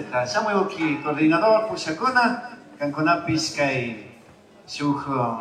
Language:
Chimborazo Highland Quichua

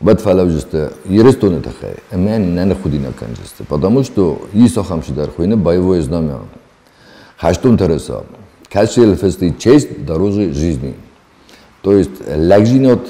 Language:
Ossetic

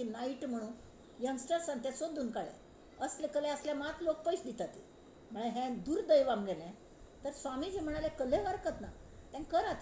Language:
Konkani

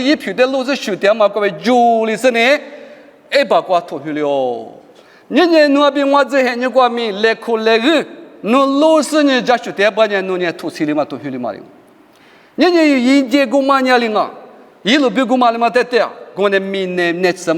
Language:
Lisu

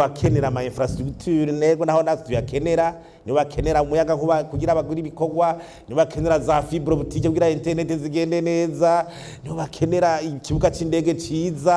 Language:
Rundi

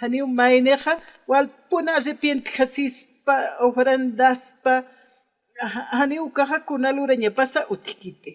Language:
Aymara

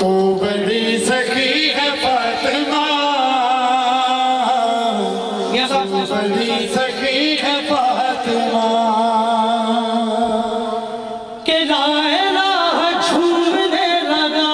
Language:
Urdu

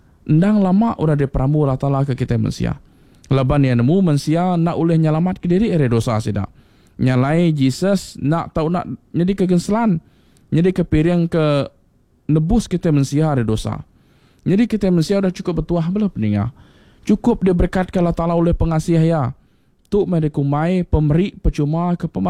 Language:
Iban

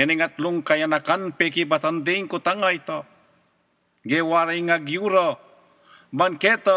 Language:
Pampanga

